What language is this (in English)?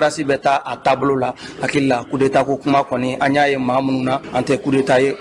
Bambara